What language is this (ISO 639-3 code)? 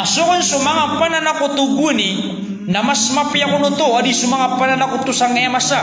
mrw